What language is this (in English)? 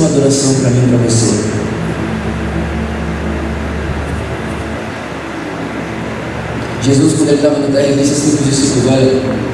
Portuguese